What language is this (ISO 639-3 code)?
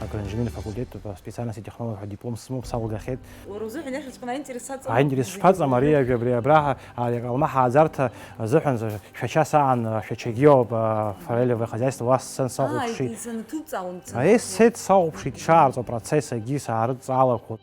abk